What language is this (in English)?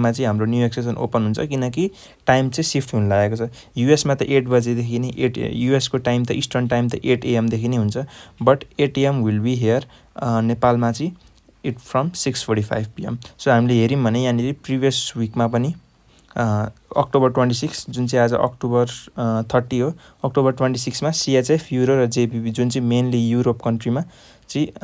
Nepali